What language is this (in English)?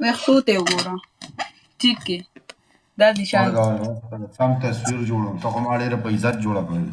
Pashto